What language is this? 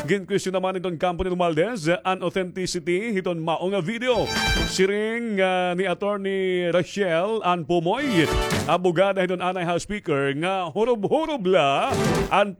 Waray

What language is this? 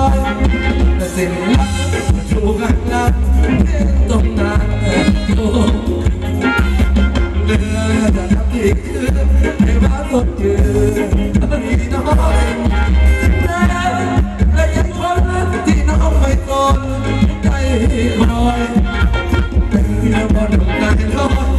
Thai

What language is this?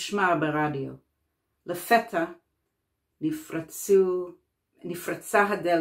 Hebrew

